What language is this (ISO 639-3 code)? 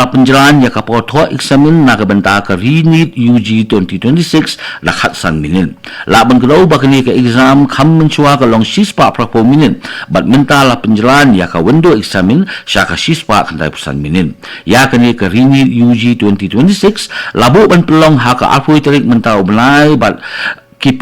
kha